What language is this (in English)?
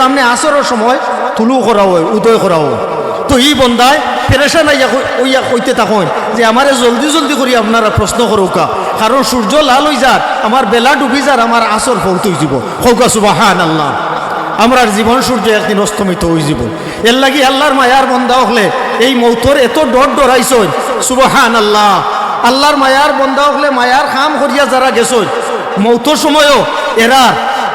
Sylheti